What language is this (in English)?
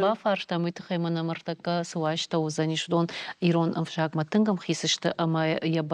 Ossetic